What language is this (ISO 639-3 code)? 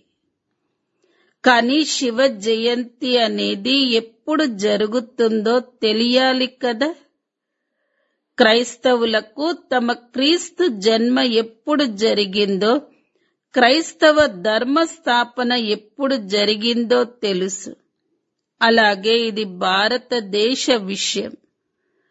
tel